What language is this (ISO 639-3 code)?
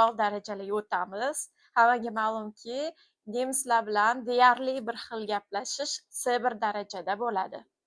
uzb